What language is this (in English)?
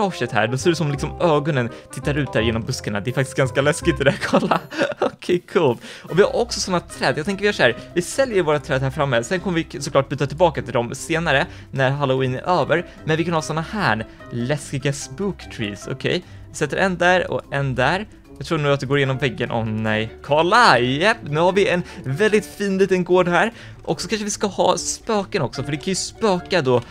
Swedish